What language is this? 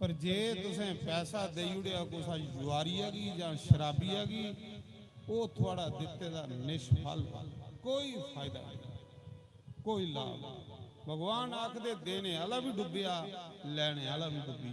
Dogri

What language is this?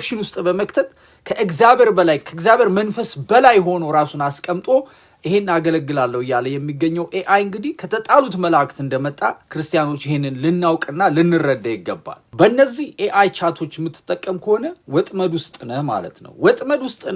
Amharic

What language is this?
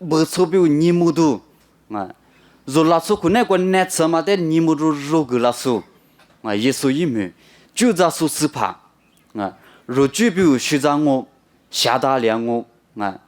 Lisu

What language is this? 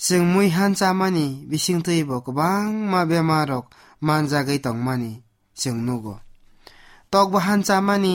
Kok Borok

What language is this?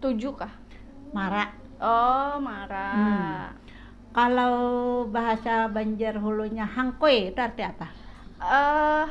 Banjar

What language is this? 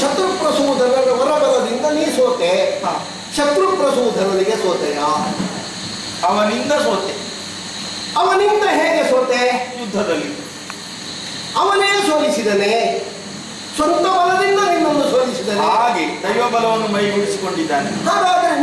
Kannada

